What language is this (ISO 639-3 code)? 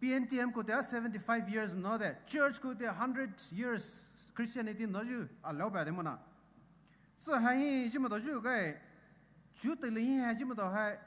pmx